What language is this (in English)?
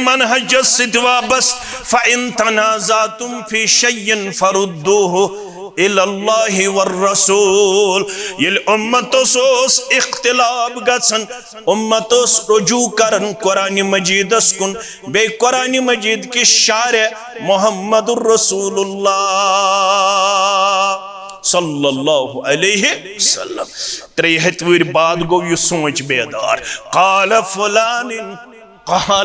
Kashmiri